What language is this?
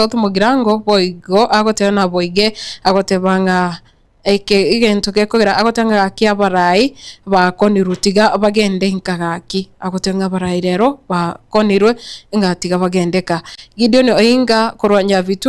Gusii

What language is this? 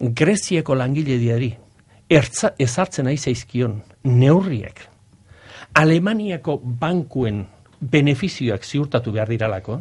Basque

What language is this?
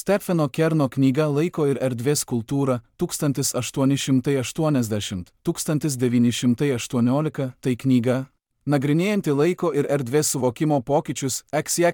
Lithuanian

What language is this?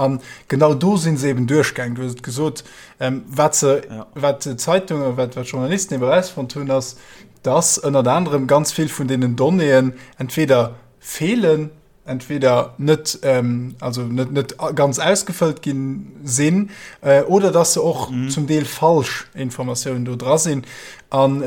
Luxembourgish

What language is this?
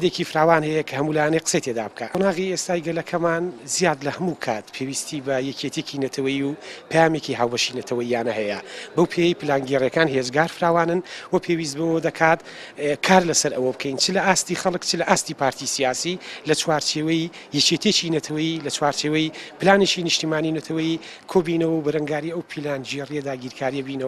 Central Kurdish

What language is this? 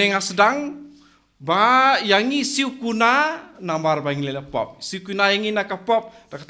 Khasi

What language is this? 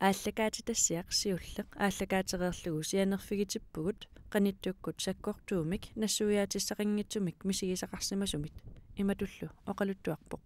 Kalaallisut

